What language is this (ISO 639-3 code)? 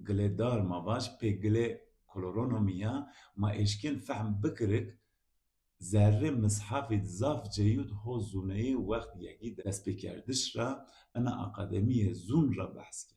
zza